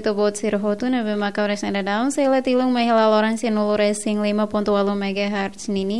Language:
Tetum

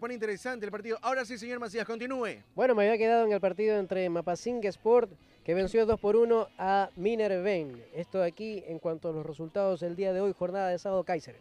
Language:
Spanish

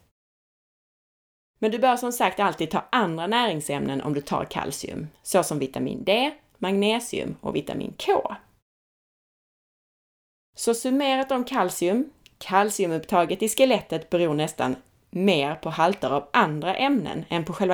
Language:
Swedish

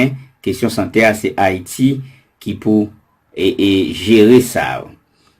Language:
Haitian Creole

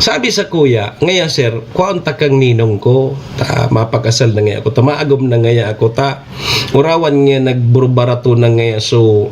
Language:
Bikol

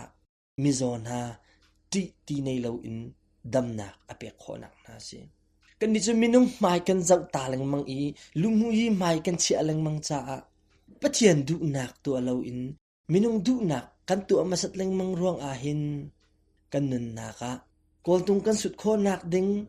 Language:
Hakha Chin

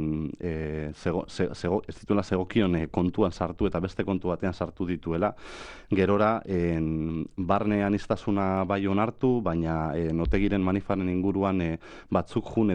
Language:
Basque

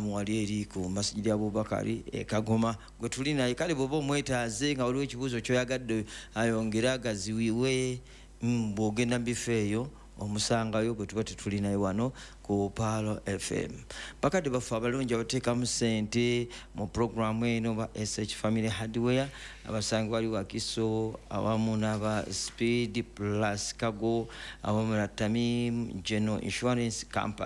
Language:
Ganda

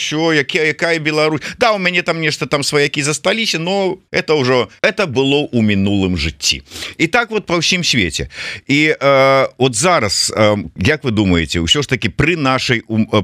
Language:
Belarusian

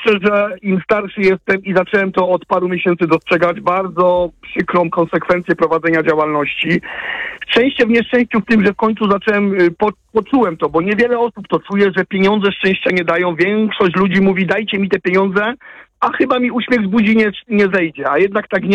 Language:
Polish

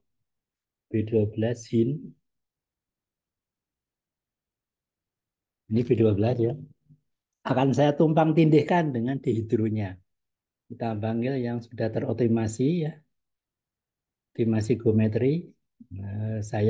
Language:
Indonesian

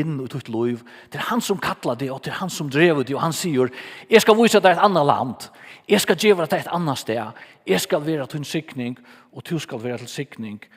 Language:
Faroese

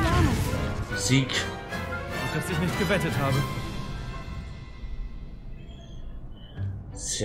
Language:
German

